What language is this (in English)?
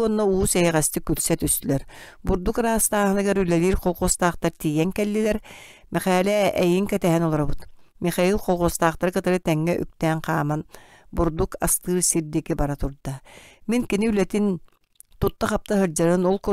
Yakut